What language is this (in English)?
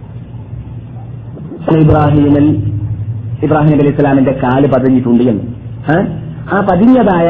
Malayalam